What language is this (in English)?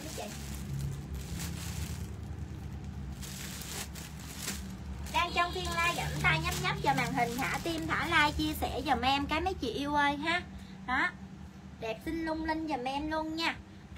Vietnamese